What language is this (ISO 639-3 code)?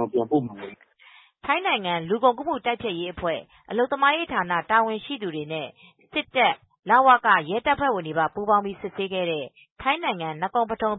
mya